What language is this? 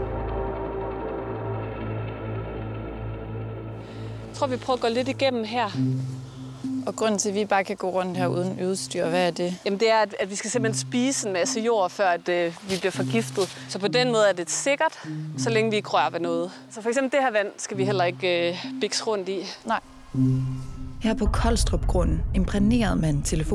Danish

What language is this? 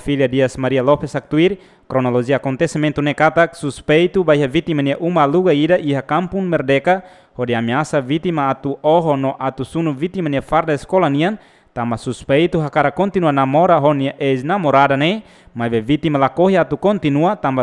Tetum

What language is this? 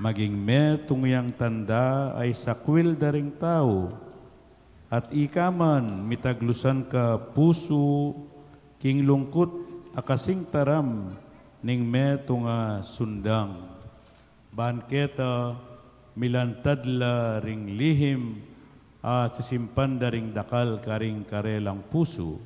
Pampanga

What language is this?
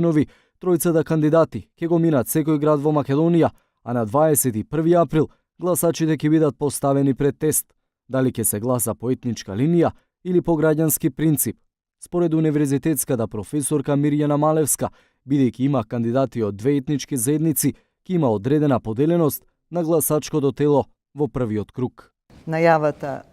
Macedonian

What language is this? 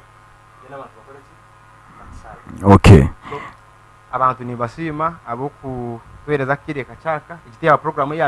Nyankole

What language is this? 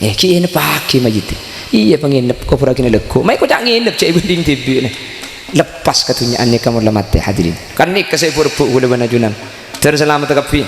Madurese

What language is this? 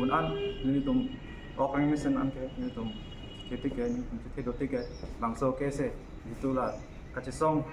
Karbi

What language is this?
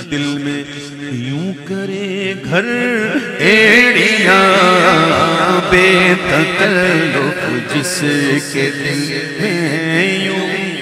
Urdu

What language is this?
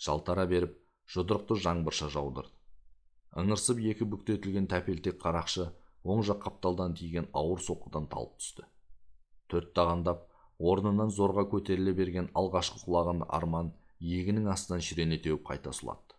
Kazakh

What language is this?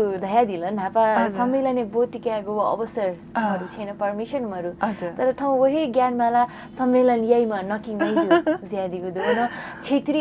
Newari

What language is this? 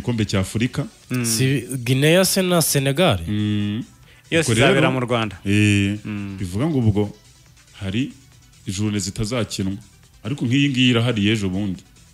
Kinyarwanda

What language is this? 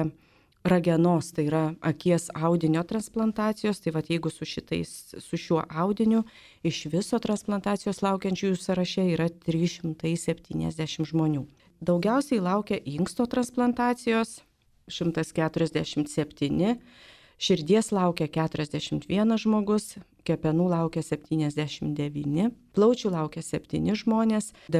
Lithuanian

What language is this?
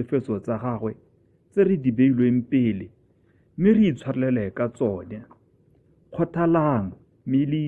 Tswana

